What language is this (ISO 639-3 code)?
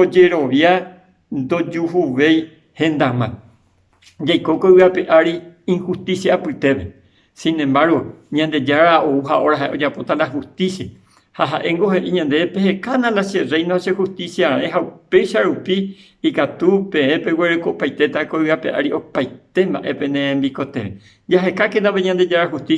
grn